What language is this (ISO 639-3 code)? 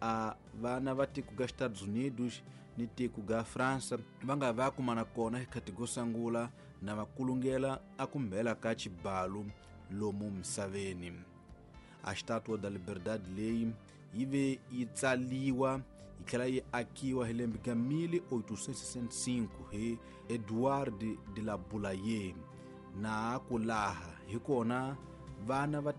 tso